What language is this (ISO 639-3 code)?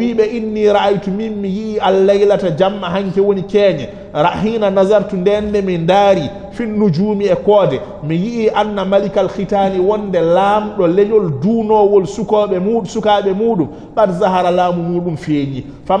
ful